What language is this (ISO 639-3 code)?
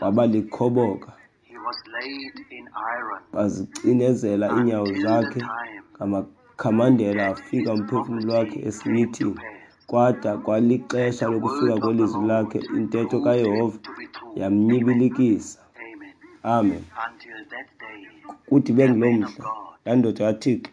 xho